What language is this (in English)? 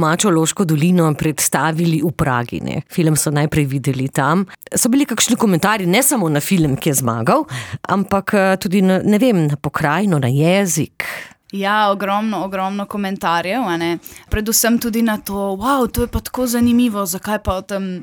Slovenian